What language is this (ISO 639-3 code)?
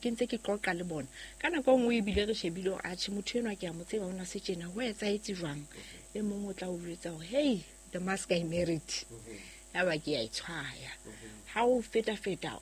sot